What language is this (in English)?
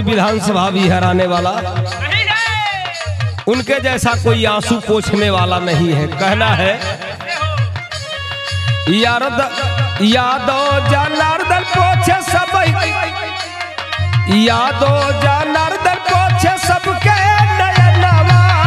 Bhojpuri